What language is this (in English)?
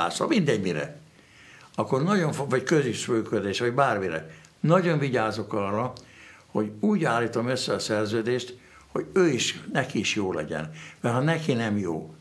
Hungarian